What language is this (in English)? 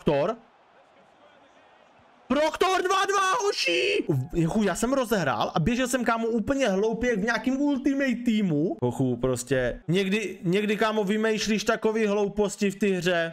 Czech